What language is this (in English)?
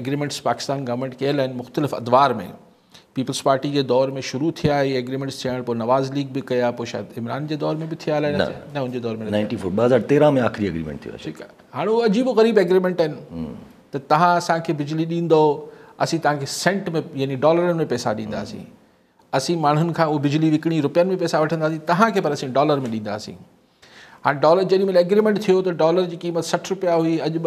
Sindhi